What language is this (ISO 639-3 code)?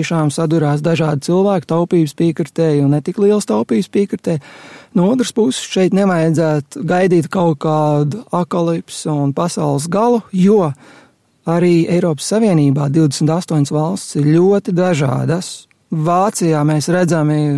lav